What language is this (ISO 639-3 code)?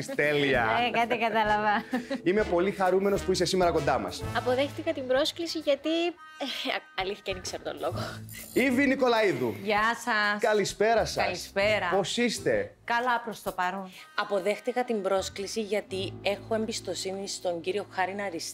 ell